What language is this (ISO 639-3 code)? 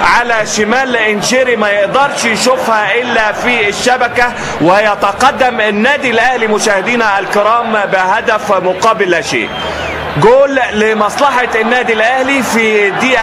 arz